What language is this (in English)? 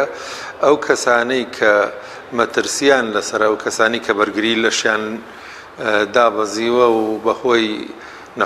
Central Kurdish